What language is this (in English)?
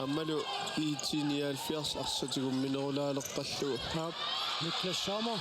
Kalaallisut